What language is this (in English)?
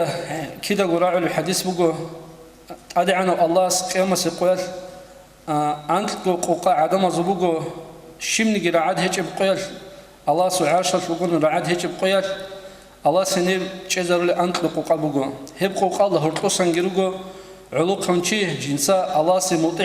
Avaric